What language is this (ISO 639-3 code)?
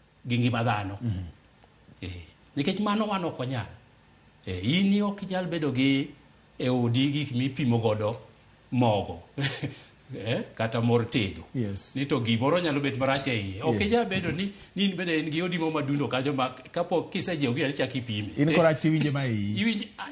luo